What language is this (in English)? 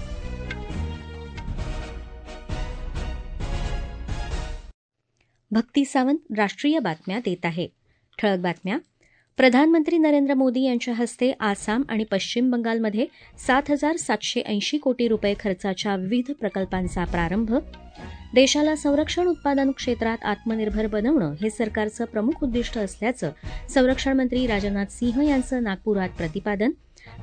Marathi